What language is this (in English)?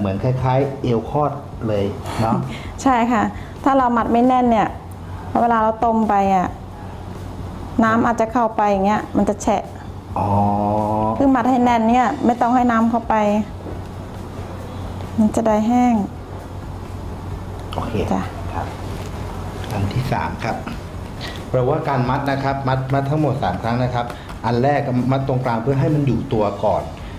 Thai